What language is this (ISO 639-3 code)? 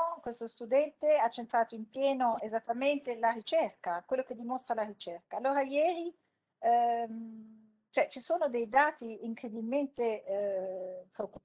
ita